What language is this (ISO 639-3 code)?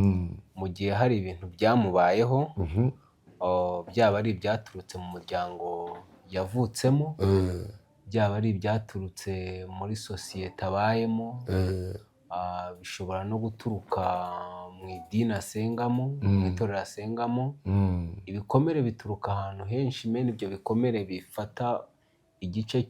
kin